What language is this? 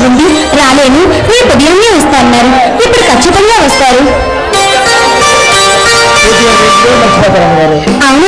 Telugu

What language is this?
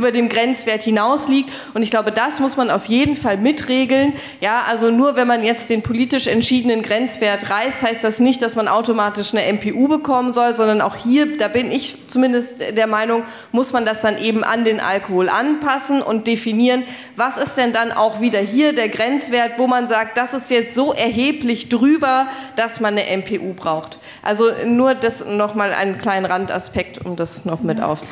German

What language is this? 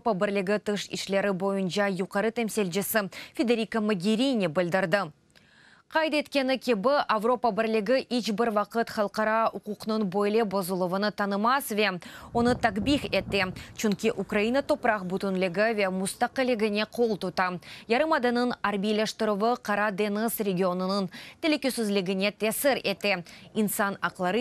Crimean Tatar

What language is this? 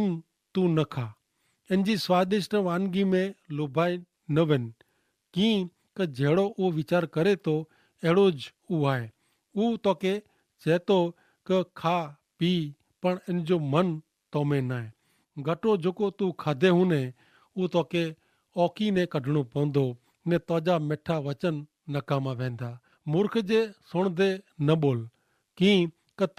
Kachhi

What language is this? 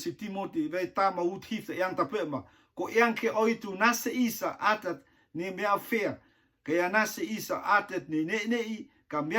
Rotuman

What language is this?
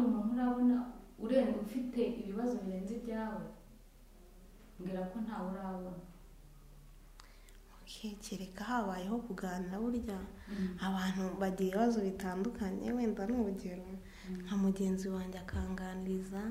Kinyarwanda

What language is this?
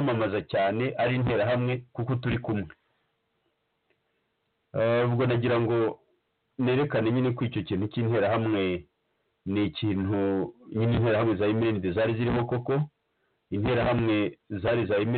Kinyarwanda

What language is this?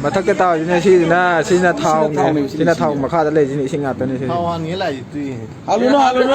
Manipuri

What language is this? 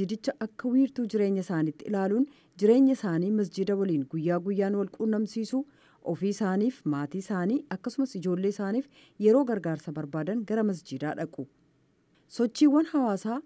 Oromo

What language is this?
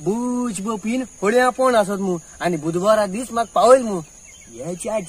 Konkani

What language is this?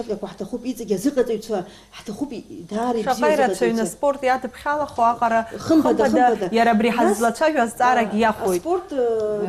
Abkhazian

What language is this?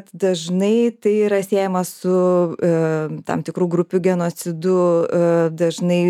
Lithuanian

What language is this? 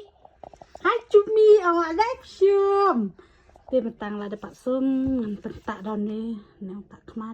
Khasi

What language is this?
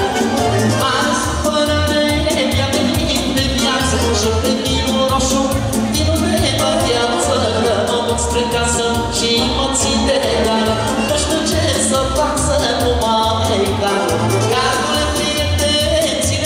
Romanian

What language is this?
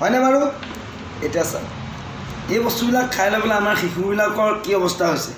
Assamese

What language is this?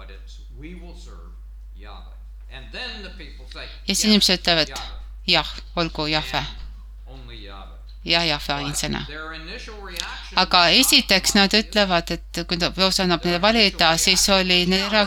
Estonian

